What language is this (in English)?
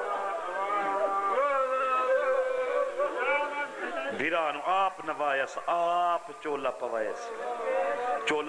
Urdu